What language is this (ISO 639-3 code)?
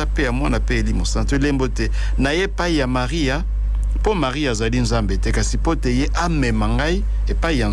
lin